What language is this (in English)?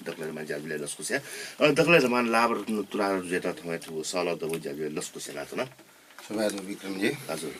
Newari